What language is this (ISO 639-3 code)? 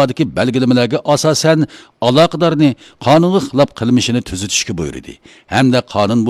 uig